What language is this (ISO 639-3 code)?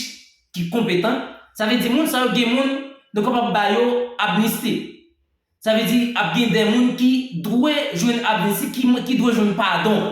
hat